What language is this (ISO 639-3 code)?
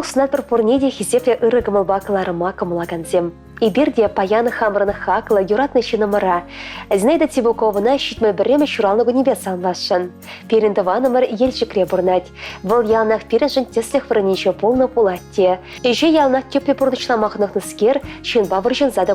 chv